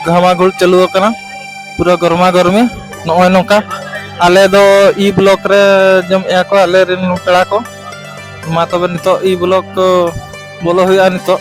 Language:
Santali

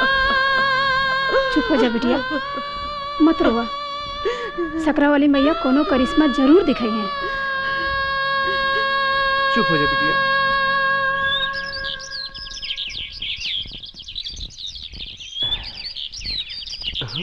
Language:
Bhojpuri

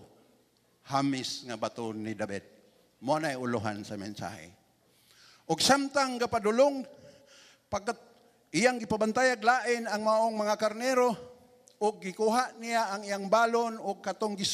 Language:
Cebuano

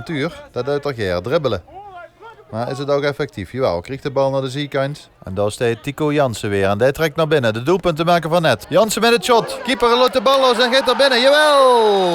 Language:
Limburgish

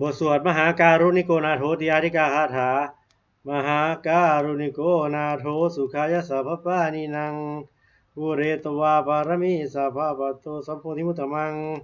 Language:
Pali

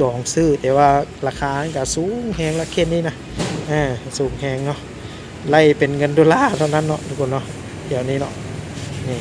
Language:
Lao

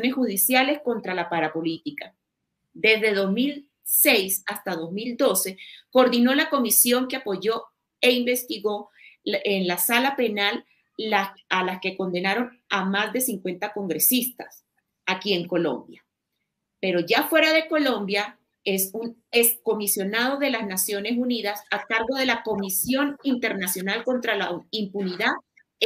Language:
Spanish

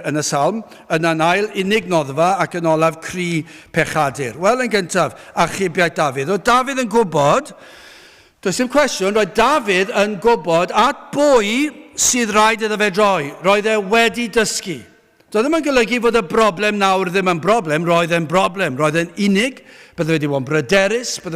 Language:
Welsh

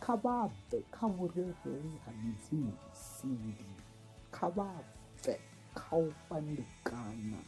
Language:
Venda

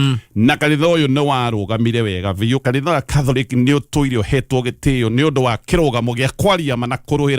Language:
Kikuyu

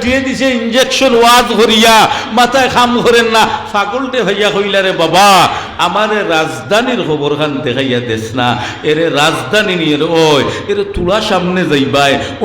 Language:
Sylheti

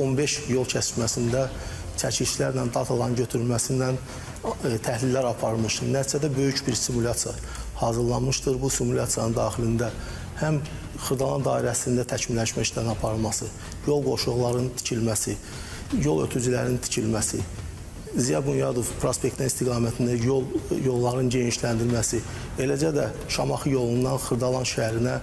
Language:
Azerbaijani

